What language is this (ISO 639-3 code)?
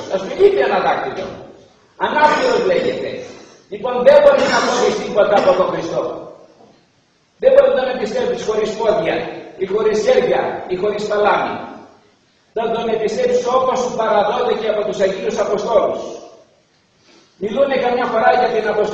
ell